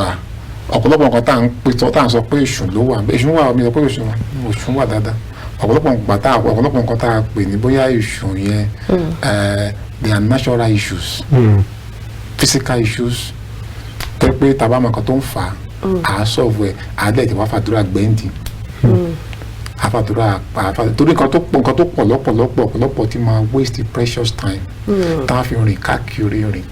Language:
Yoruba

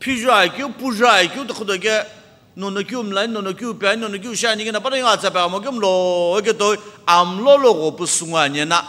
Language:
Sumi Naga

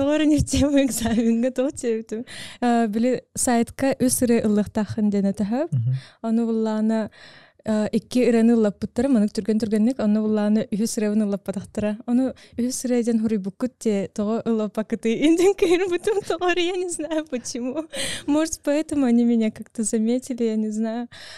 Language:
Yakut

